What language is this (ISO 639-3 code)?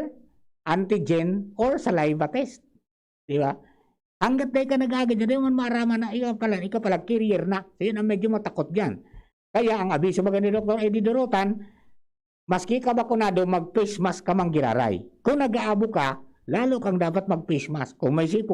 bik